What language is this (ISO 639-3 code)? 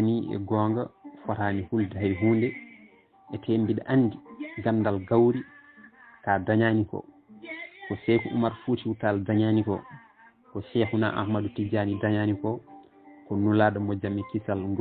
ful